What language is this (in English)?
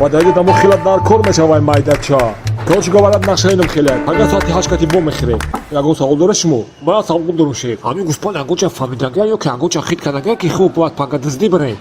Tajik